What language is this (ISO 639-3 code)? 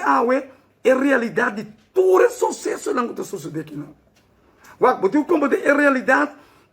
pap